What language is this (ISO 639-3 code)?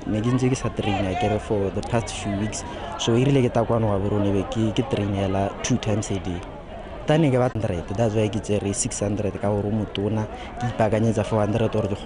tsn